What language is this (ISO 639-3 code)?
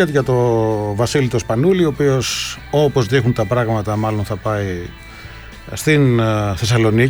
ell